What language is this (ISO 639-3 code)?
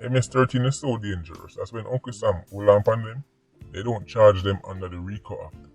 jam